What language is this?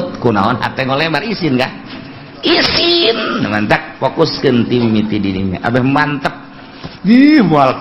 Sundanese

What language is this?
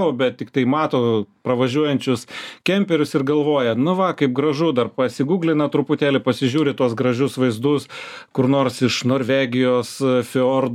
Lithuanian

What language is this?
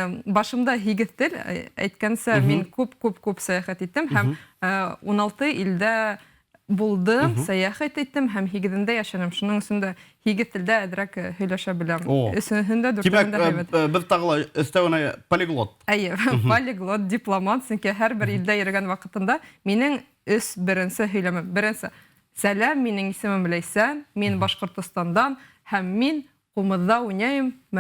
Bashkir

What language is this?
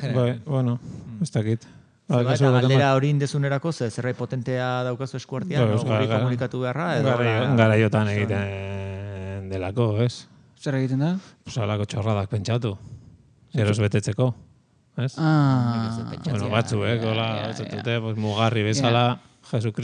Basque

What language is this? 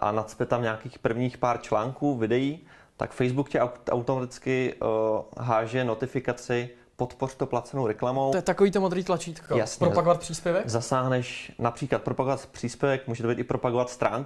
Czech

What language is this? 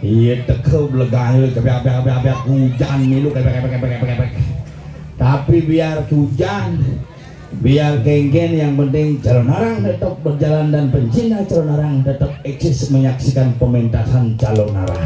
Balinese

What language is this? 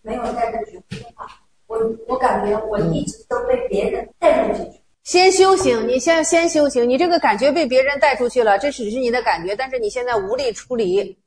Chinese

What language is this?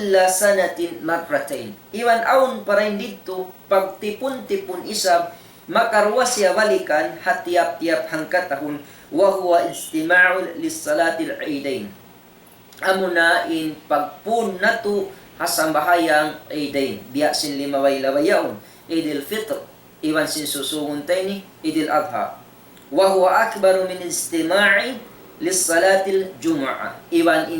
Tausug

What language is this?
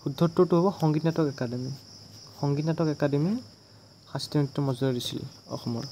Assamese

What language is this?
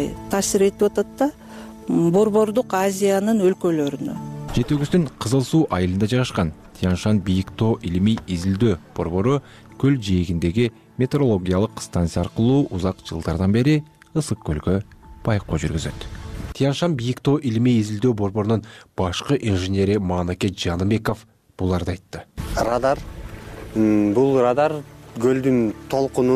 Kyrgyz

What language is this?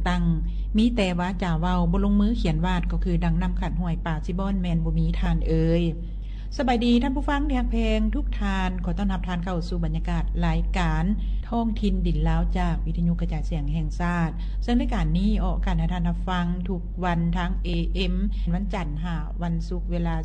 Lao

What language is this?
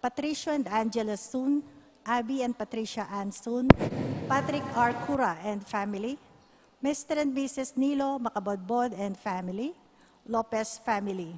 Pampanga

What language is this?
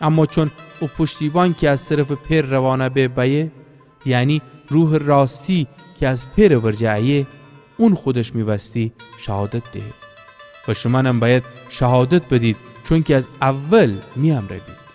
Gilaki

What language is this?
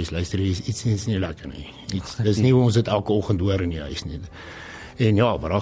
Afrikaans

